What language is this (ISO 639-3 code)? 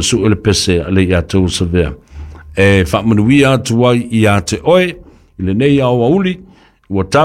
smo